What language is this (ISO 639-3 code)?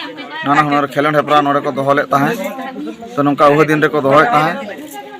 sat